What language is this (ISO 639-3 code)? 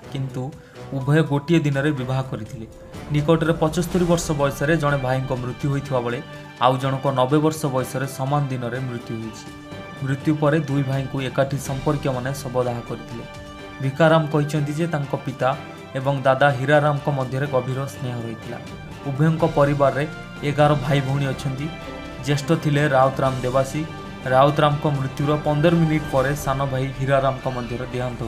ori